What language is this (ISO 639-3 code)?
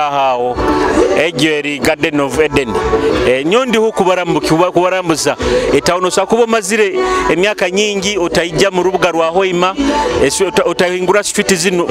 nyo